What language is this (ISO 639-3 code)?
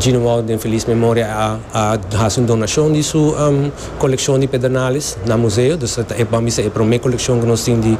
pap